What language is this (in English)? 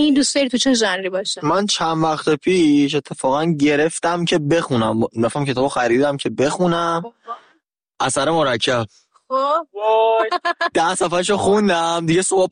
Persian